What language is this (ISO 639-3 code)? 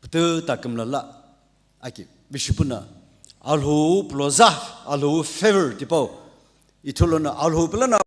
nsm